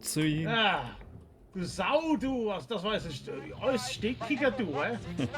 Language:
Swiss German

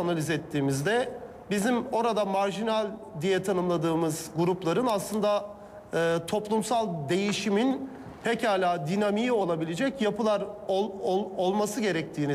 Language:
Turkish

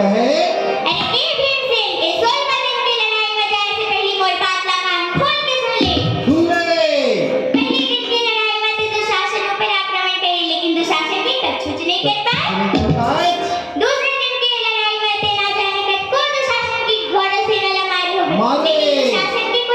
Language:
Chhattisgarhi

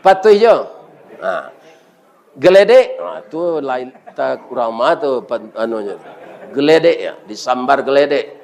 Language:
Minangkabau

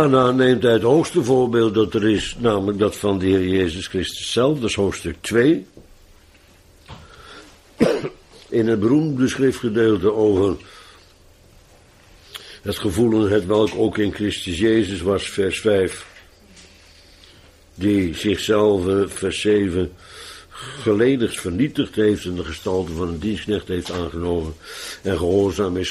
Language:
Dutch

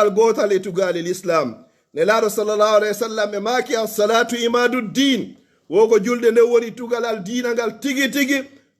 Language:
Pular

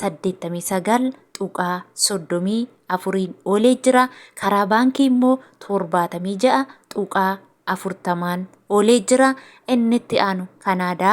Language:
Oromo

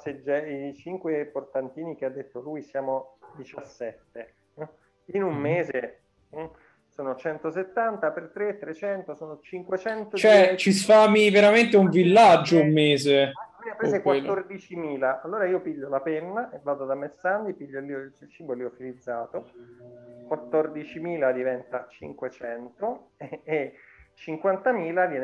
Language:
Italian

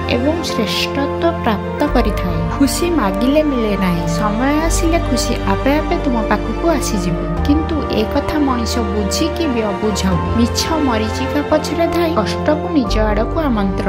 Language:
Odia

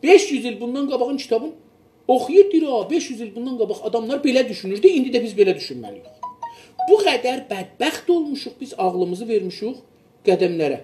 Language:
South Azerbaijani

